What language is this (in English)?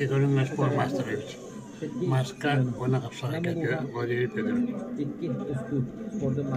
Yakut